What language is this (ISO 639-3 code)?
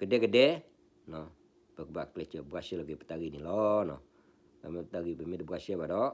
ksw